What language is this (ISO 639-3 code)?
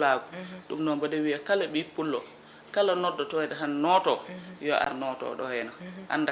ful